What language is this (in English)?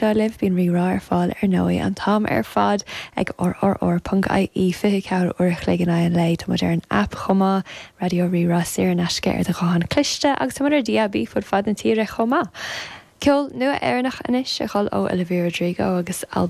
Irish